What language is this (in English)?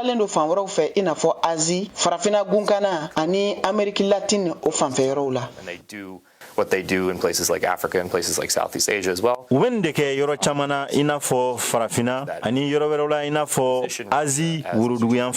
Bambara